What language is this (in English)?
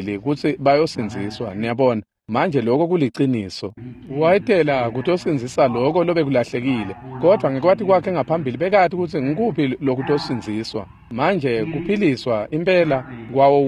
Swati